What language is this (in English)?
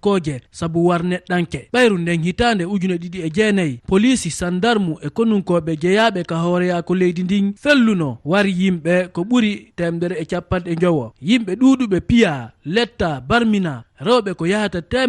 Fula